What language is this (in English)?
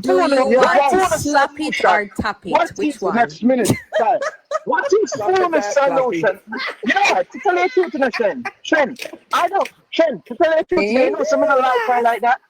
Jamaican Creole English